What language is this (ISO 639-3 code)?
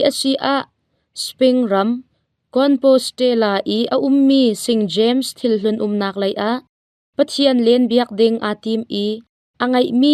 cnh